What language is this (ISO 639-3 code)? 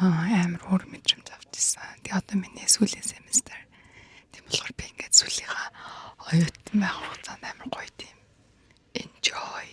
mon